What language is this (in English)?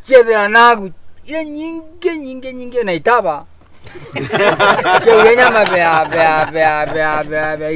Meru